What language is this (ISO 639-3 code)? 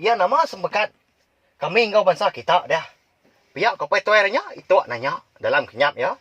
iba